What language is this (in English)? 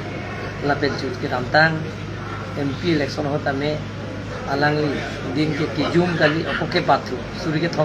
Karbi